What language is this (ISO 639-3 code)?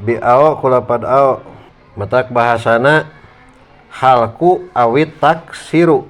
sun